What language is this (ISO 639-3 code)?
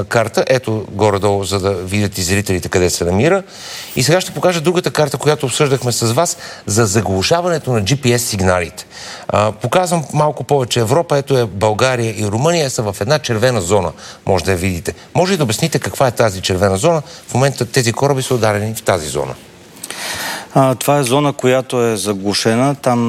bul